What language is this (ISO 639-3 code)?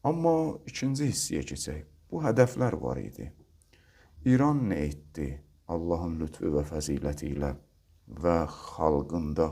aze